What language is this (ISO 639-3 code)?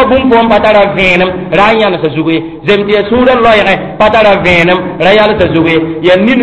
mos